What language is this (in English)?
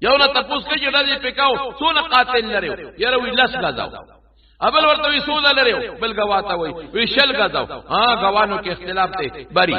Pashto